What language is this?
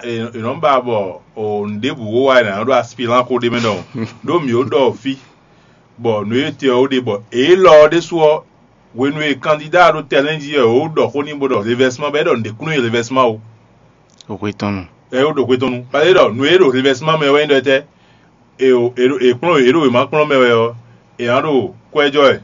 Fon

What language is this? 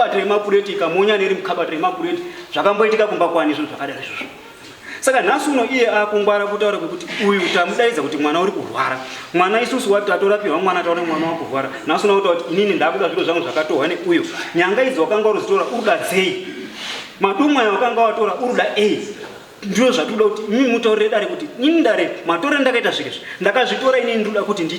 Shona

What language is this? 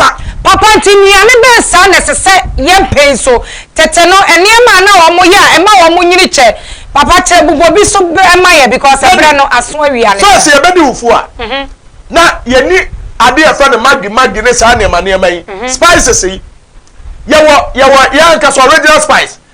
Akan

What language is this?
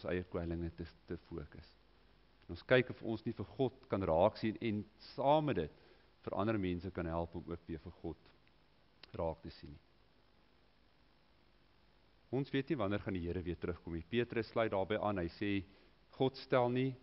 Afrikaans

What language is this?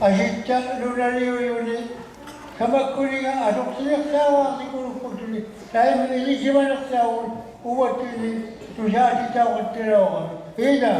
Inuktitut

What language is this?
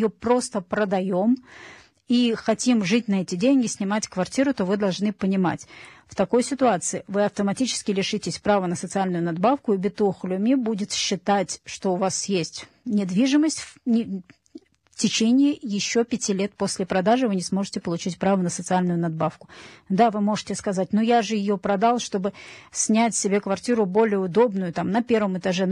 Russian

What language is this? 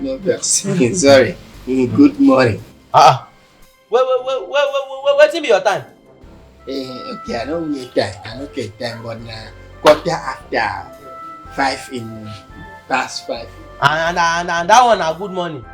Nigerian Pidgin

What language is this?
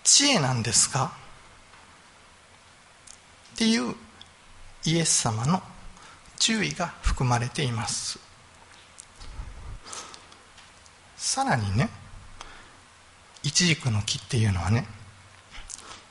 Japanese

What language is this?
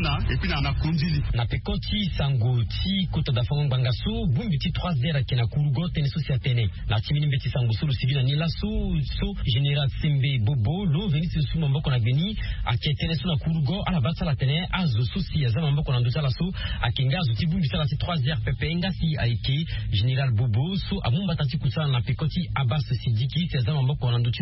Sango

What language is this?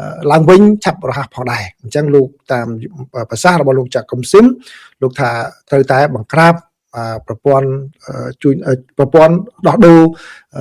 Khmer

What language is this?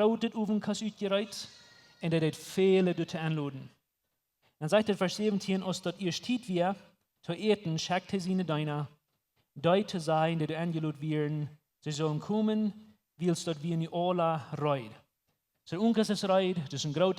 Plautdietsch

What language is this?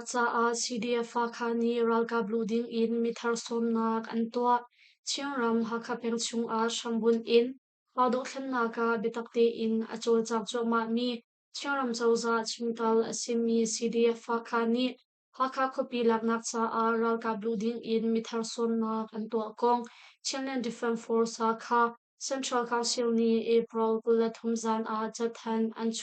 Hakha Chin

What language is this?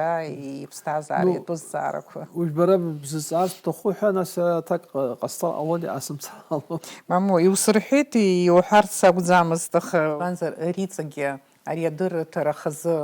Abkhazian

